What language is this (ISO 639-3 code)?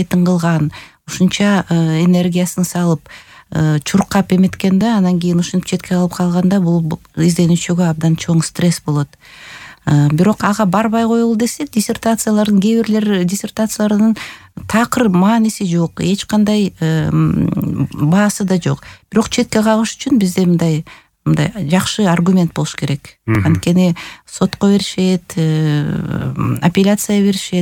kir